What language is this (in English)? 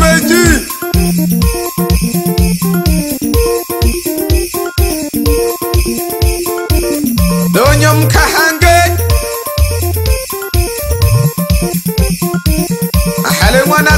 Swahili